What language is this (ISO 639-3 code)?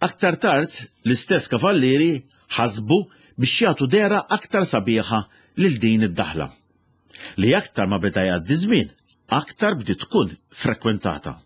mlt